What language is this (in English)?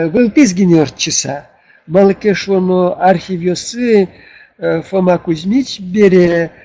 Udmurt